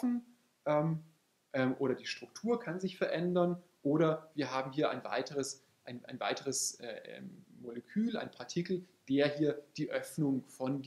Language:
German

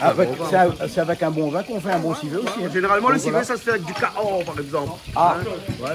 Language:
Réunion Creole French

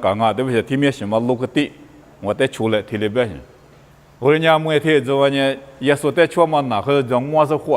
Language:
Lisu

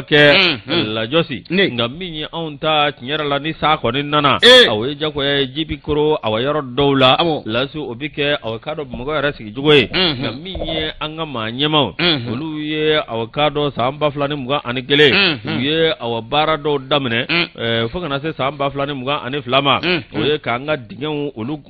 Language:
Bambara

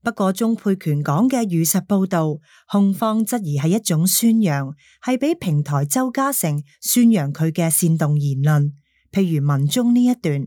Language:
Cantonese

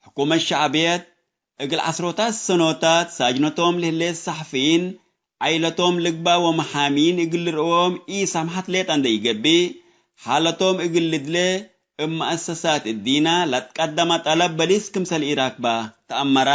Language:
Tigre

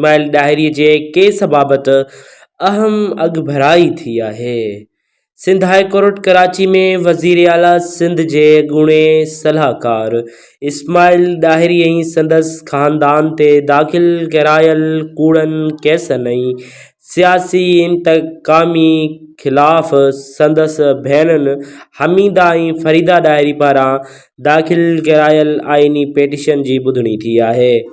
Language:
Sindhi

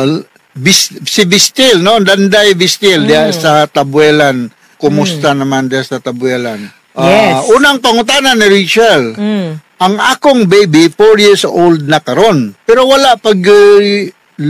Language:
Cebuano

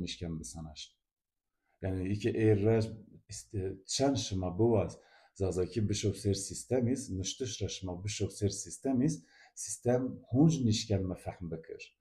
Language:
Zaza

